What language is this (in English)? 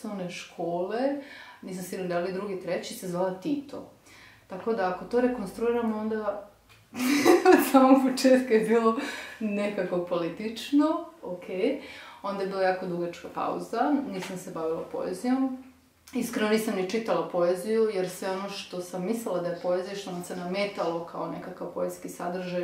Serbian